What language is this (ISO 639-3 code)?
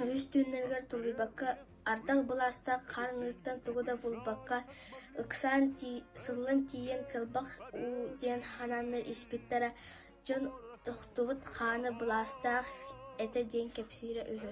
sah